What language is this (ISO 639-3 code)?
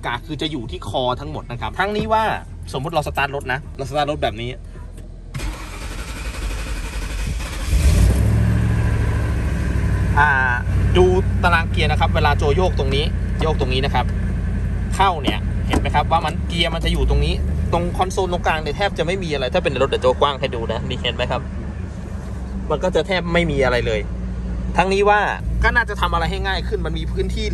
tha